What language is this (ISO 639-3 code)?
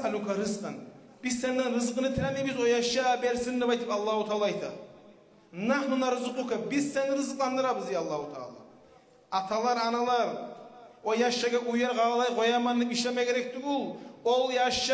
kum